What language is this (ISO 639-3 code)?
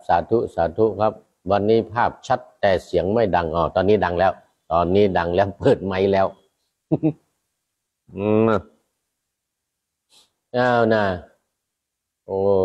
tha